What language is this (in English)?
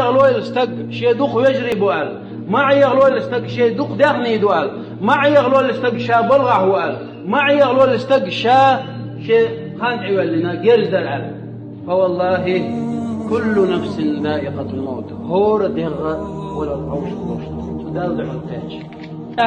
Chechen